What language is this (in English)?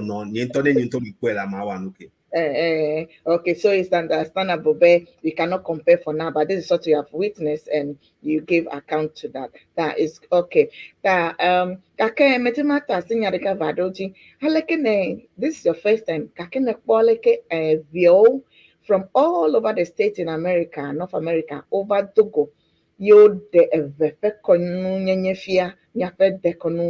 Ewe